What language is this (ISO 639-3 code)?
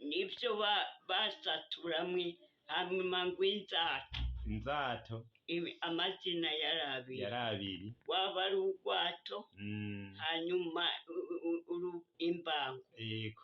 run